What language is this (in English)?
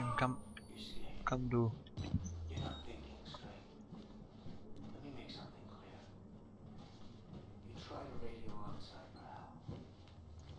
Czech